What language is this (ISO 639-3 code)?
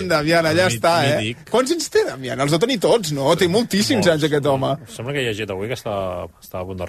cat